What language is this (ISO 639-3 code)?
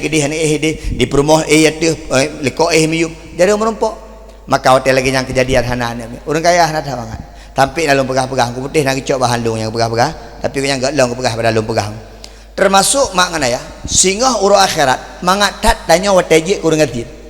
ace